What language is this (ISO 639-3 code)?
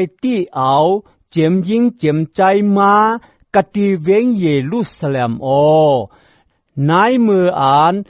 shn